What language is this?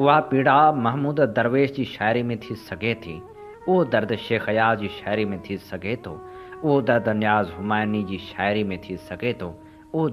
Sindhi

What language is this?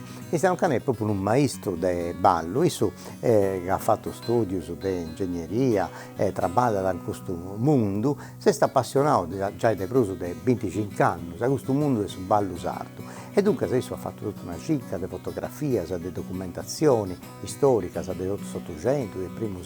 Sardinian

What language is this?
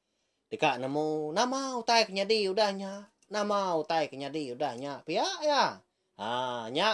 Iban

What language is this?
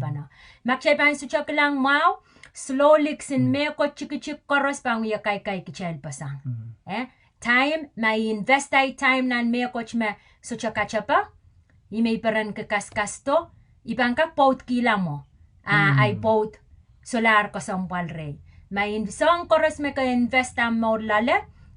Pohnpeian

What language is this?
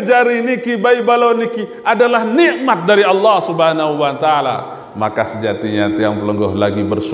Sasak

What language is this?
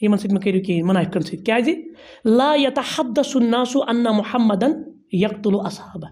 Kashmiri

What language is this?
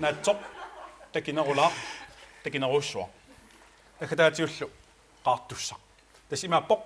Kalaallisut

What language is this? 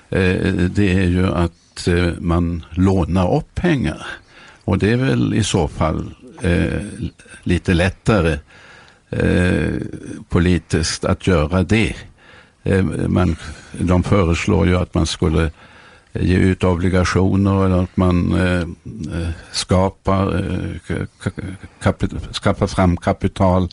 Swedish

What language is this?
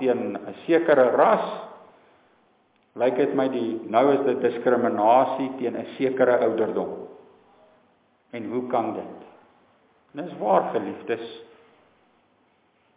Afrikaans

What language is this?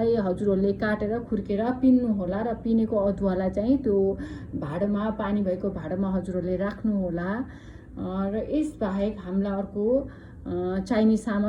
Nepali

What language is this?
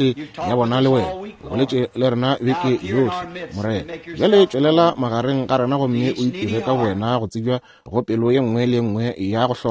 Northern Sotho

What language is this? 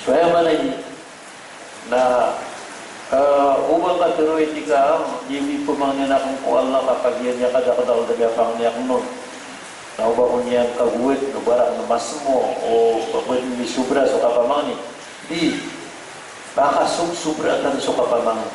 Maranao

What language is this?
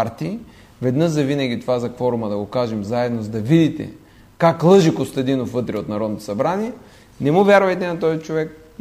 Bulgarian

